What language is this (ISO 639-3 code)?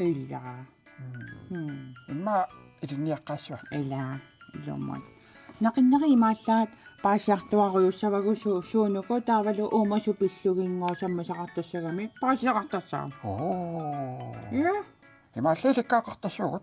kal